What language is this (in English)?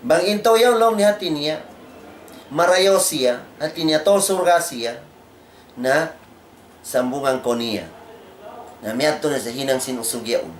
Tausug